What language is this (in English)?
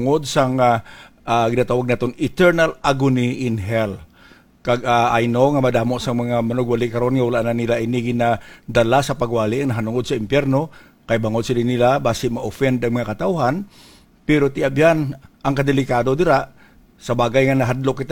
Hiligaynon